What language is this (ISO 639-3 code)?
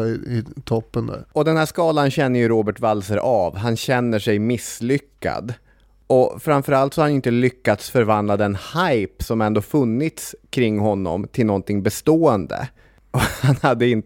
swe